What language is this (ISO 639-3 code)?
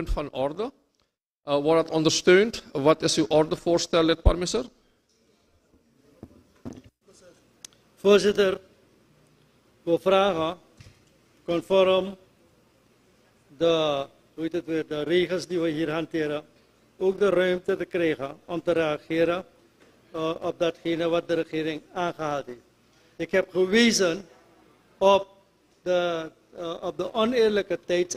nld